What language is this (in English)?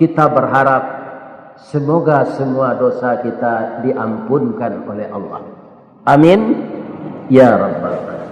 Minangkabau